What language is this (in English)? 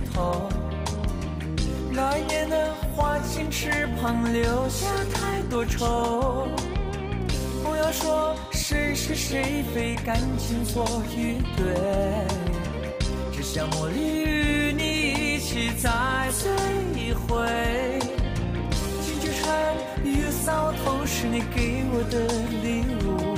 Chinese